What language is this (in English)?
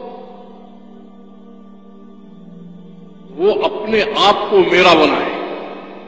Urdu